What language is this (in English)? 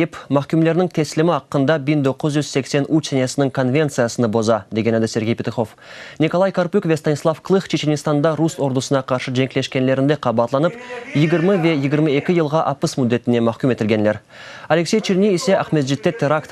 Crimean Tatar